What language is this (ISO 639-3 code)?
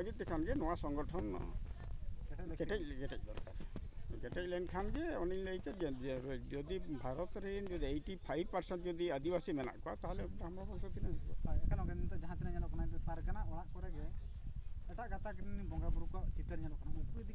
sat